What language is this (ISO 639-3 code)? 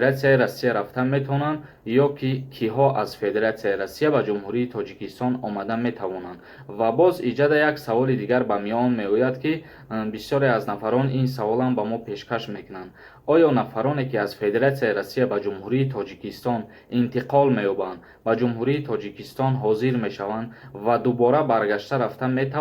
tgk